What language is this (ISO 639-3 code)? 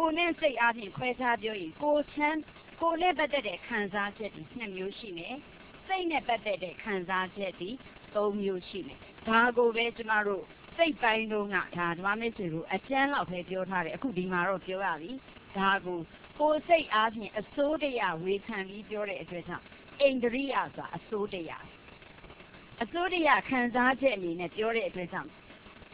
mya